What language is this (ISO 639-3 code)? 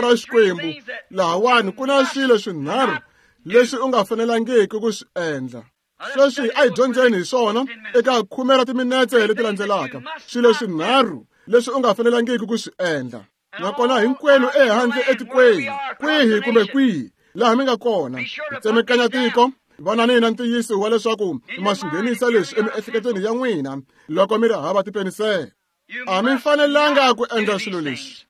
tso